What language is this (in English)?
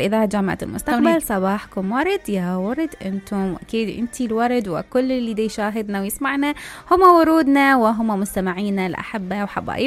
Mesopotamian Arabic